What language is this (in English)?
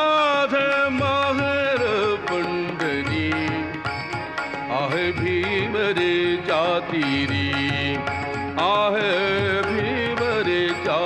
Marathi